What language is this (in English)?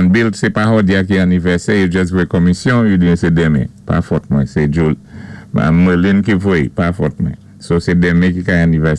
Saint Lucian Creole French